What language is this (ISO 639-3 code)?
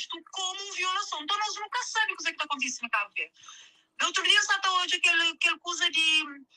kea